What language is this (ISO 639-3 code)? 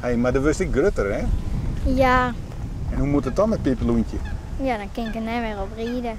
fry